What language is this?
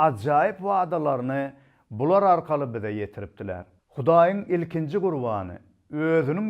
Turkmen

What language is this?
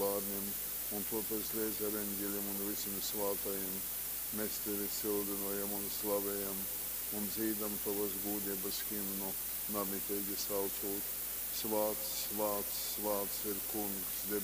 Latgalian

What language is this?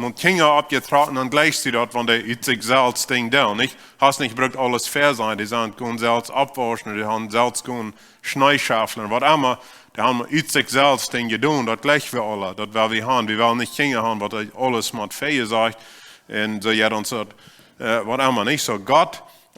Plautdietsch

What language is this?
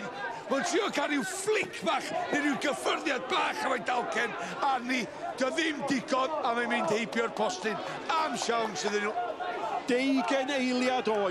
Welsh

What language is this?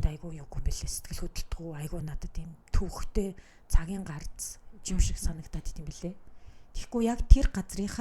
Mongolian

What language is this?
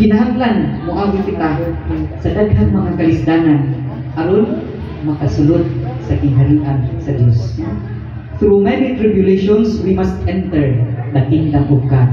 Cebuano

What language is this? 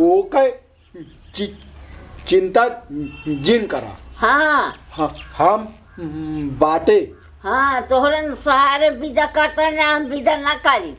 Awadhi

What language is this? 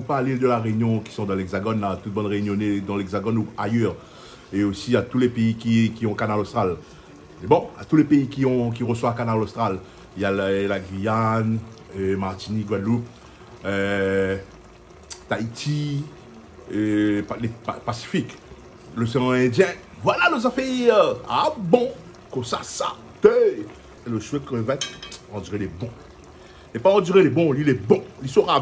Réunion Creole French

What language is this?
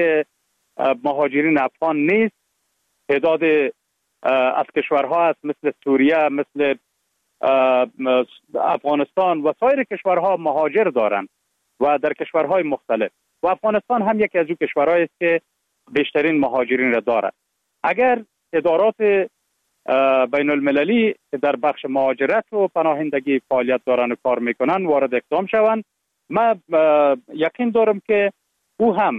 Persian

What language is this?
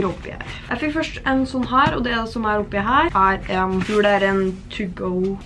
Norwegian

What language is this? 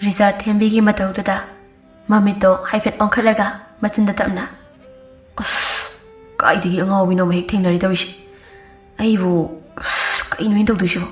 Manipuri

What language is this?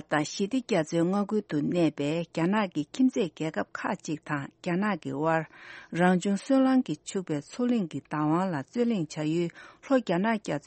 Tibetan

